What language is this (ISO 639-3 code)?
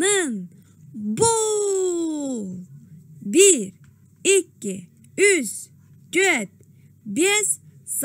sah